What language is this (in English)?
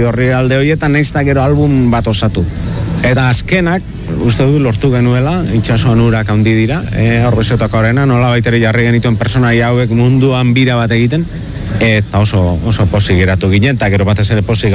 Basque